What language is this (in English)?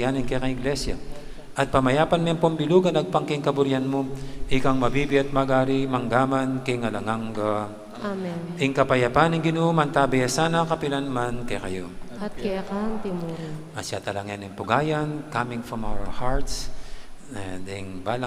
Pampanga